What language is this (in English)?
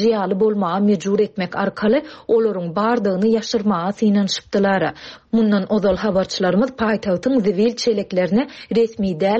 Turkmen